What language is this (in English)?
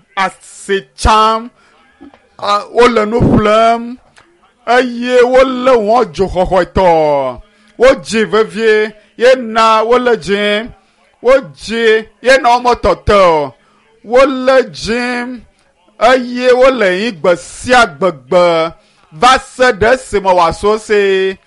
Ewe